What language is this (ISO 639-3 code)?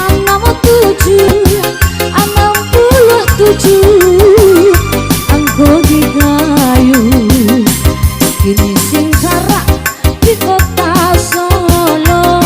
min